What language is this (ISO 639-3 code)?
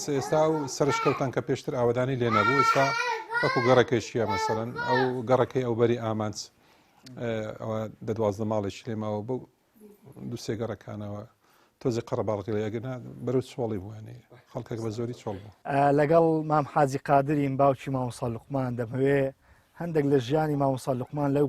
ckb